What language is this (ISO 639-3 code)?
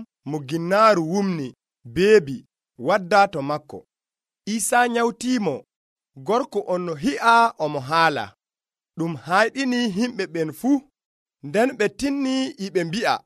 fuv